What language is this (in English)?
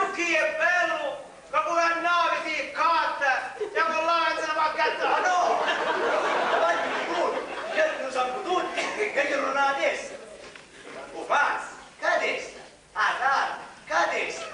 Sicilian